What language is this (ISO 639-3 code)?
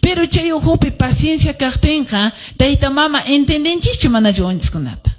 que